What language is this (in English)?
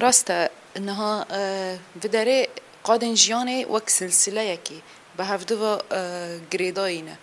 Kurdish